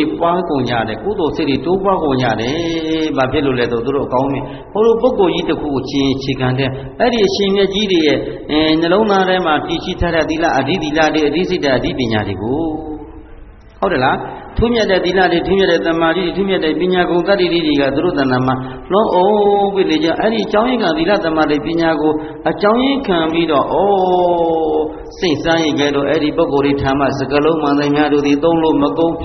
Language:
Burmese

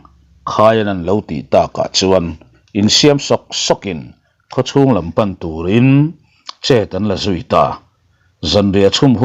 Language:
Mizo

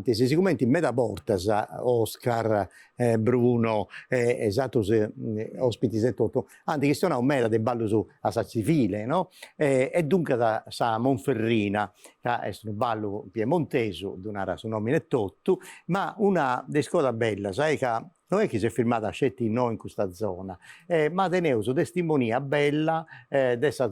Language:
Sardinian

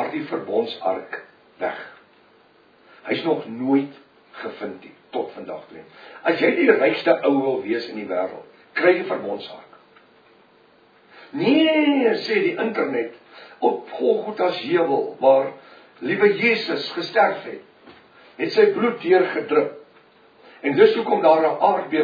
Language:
Afrikaans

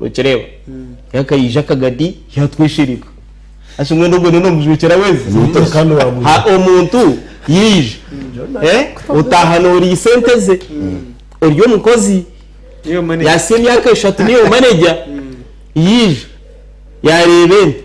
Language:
Nyankole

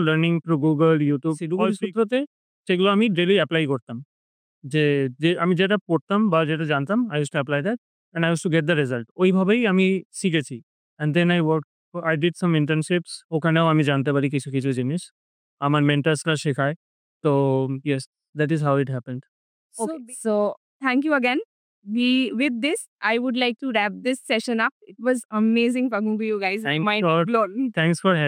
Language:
Bangla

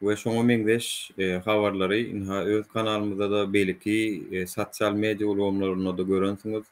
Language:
Turkmen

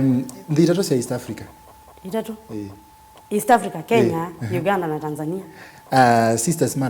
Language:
Kamba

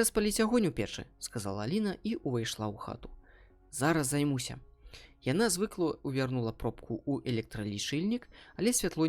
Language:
Belarusian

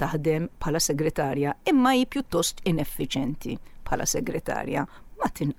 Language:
Maltese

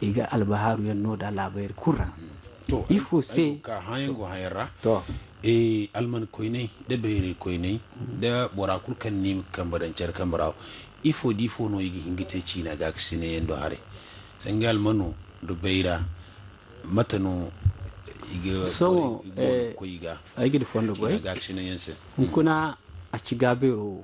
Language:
Zarma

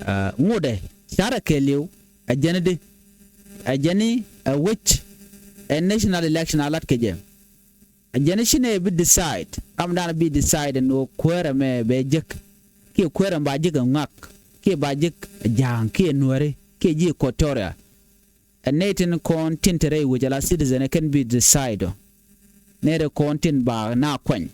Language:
Nuer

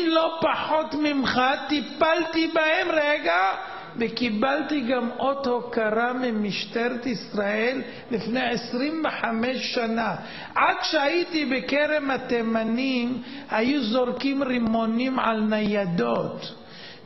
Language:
Hebrew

